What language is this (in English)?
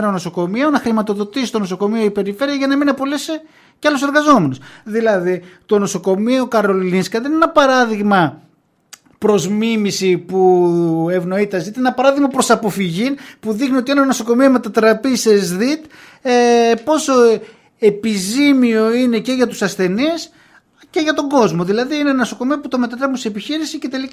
Greek